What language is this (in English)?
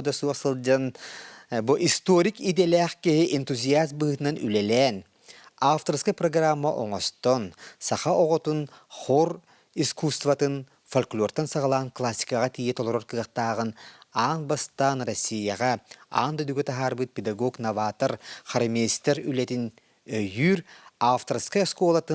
Yakut